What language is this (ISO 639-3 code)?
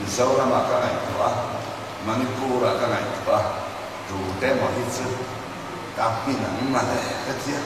lus